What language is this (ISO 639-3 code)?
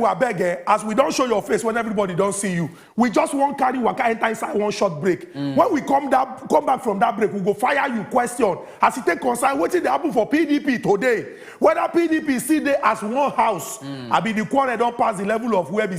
pcm